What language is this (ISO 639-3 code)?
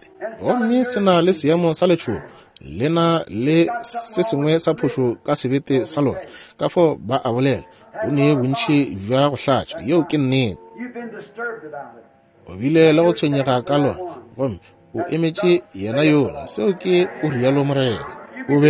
nso